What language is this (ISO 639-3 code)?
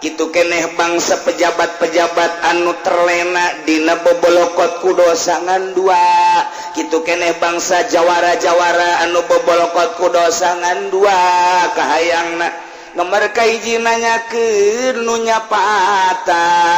sun